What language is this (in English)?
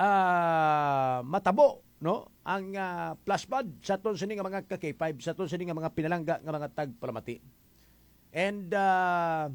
Hiligaynon